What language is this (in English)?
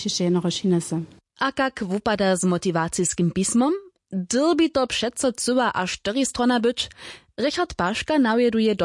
Upper Sorbian